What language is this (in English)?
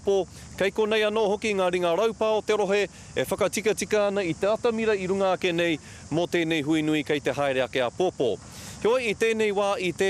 Māori